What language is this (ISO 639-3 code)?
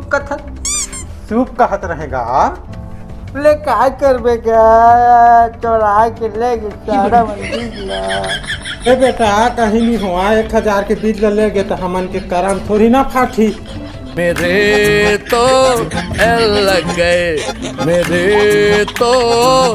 hne